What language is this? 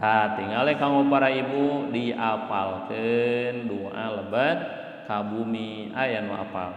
Sundanese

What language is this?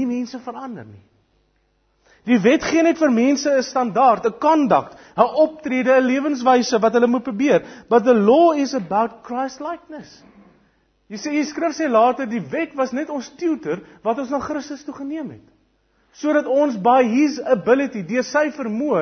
Afrikaans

